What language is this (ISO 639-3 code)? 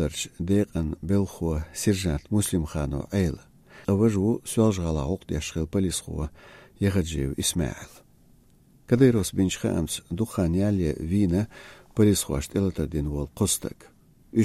che